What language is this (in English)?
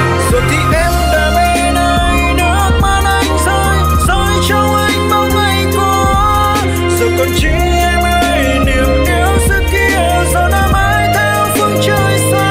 Vietnamese